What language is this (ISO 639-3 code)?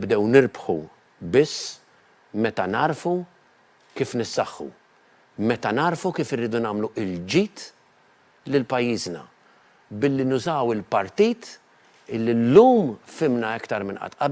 mlt